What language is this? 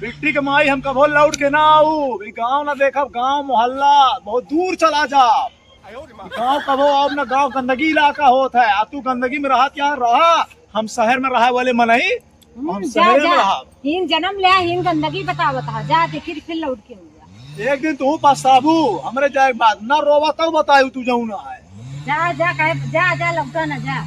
Awadhi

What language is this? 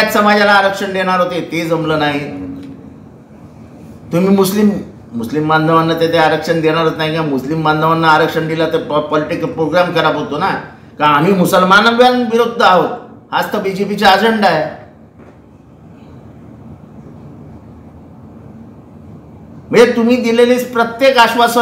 Marathi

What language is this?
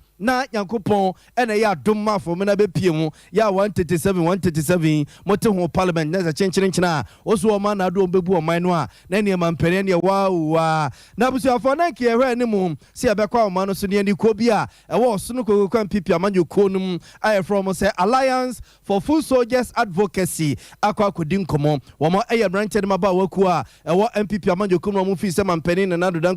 Akan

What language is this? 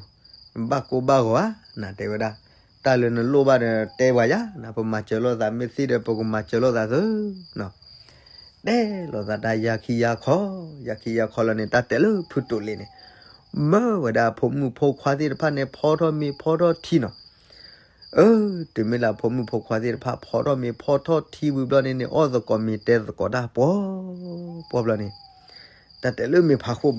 S'gaw Karen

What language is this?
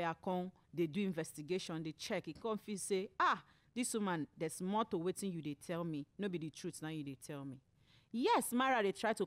Nigerian Pidgin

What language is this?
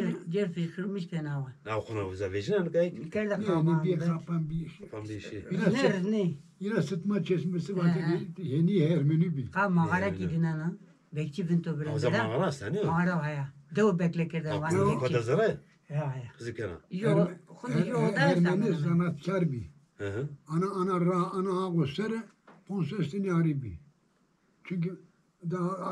Zaza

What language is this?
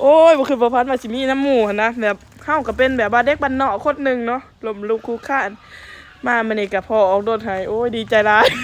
Lao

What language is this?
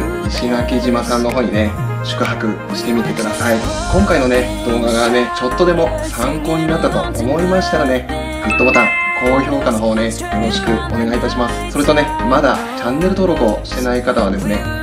Japanese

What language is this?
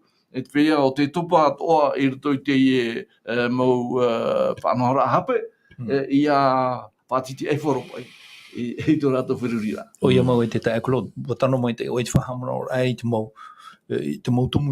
Tahitian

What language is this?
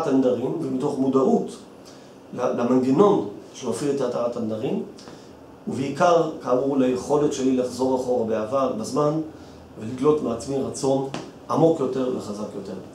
Hebrew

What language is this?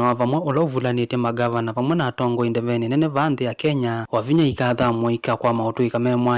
Kamba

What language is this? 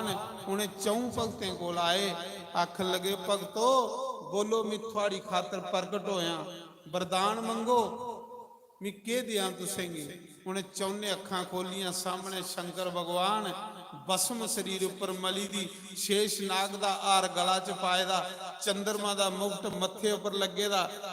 Dogri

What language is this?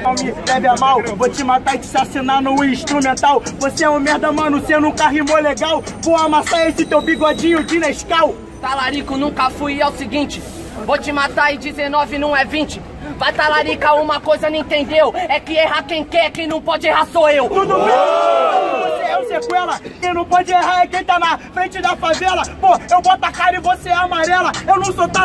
Portuguese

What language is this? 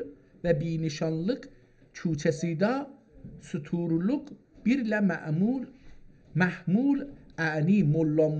South Azerbaijani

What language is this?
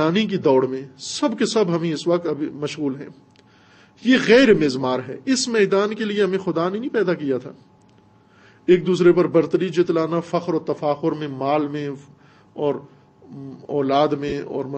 Urdu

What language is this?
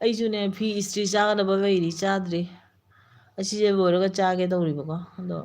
Manipuri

